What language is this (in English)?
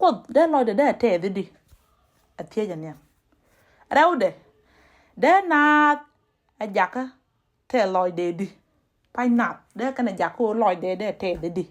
Nuer